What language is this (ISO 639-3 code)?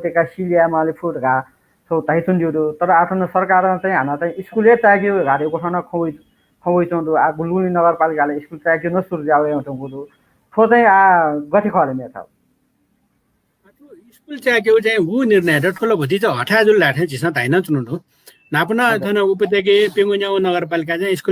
new